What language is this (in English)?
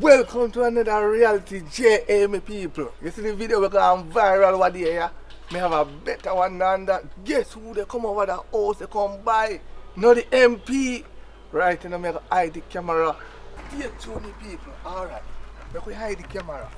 Jamaican Creole English